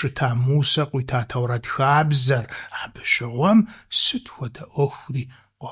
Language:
Kabardian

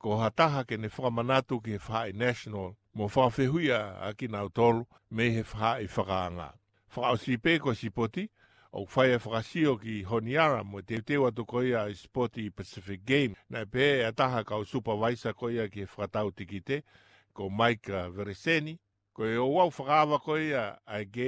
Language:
Tongan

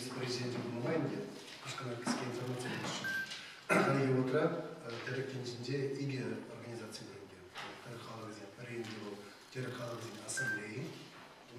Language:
Chuvash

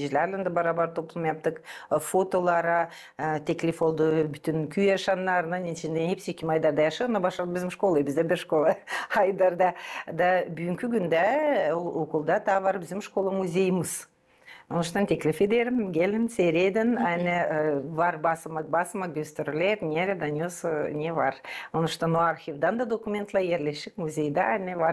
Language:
Gagauz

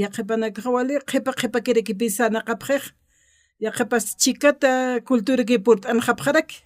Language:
Aymara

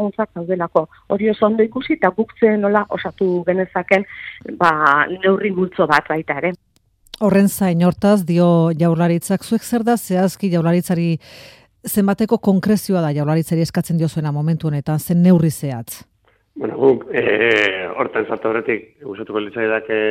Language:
Basque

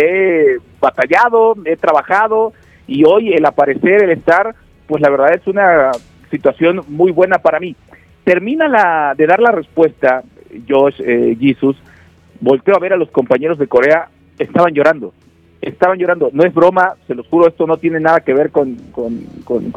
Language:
Spanish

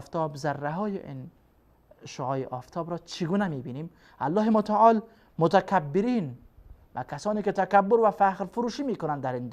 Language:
Persian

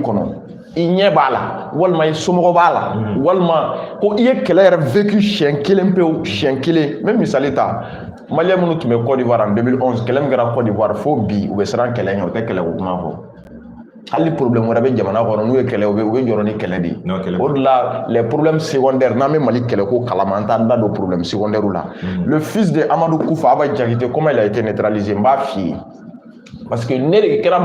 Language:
Bambara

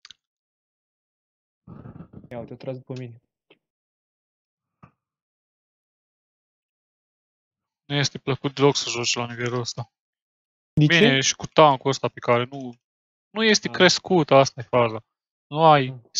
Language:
Romanian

